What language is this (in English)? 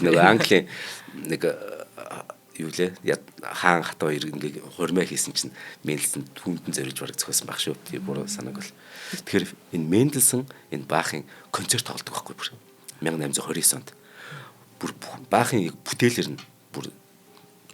Mongolian